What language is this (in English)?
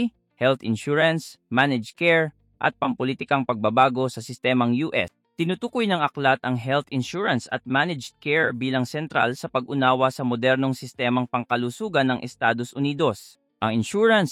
Filipino